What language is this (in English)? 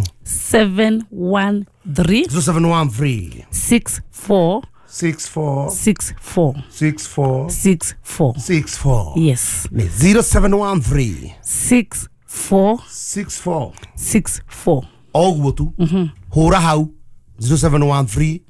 Kikuyu